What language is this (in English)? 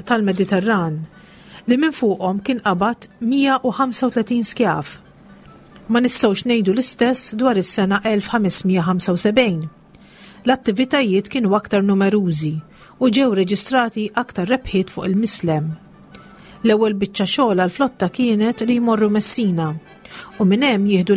Maltese